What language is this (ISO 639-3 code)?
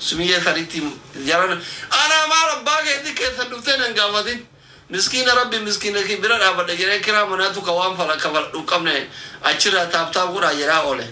orm